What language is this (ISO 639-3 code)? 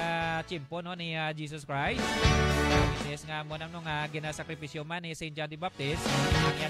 hil